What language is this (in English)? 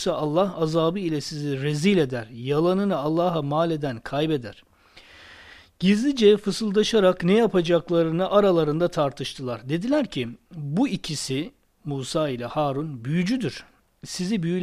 Turkish